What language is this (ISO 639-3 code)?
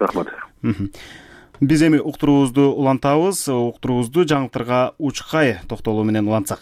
kir